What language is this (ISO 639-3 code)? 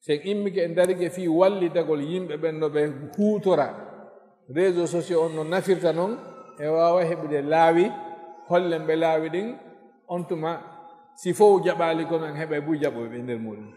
ful